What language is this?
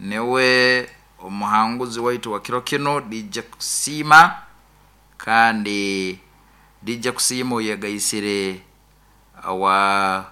Nyoro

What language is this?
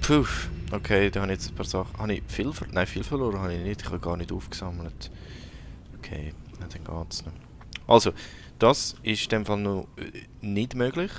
Swiss German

